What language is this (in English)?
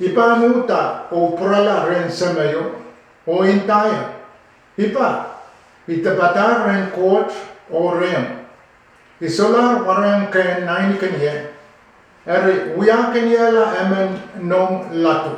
Pohnpeian